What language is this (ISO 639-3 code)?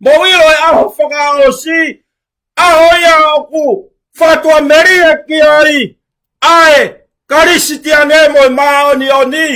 ton